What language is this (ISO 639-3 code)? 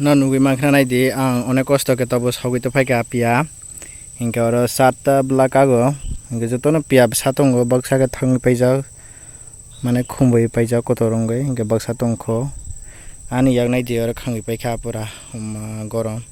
trp